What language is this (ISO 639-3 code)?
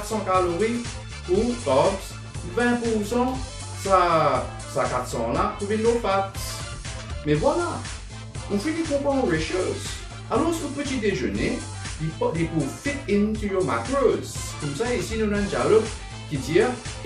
mfe